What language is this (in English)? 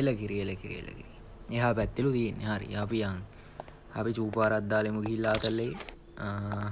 Sinhala